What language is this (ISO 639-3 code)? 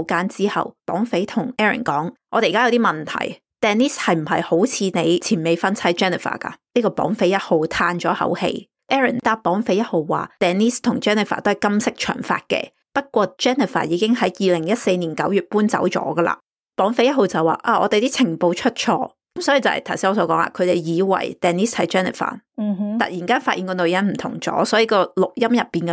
yue